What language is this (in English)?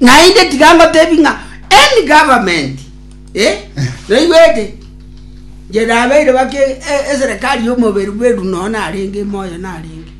Gusii